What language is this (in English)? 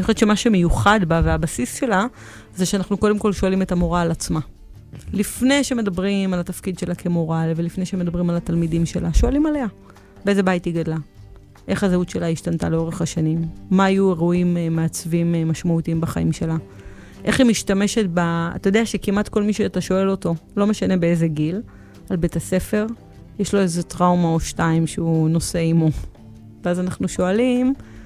Hebrew